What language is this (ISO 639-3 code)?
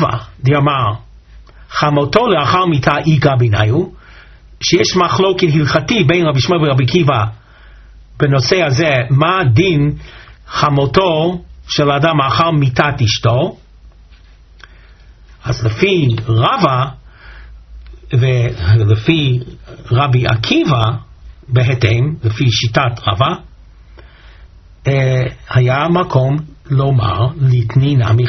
heb